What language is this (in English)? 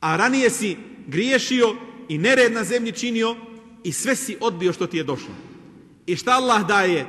Bosnian